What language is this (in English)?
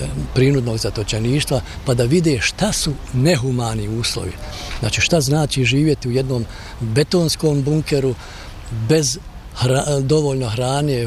Bosnian